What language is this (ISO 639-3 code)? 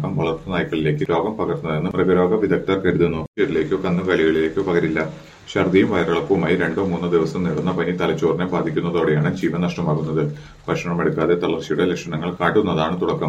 mal